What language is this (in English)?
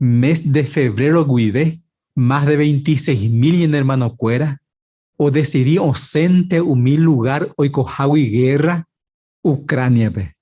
Guarani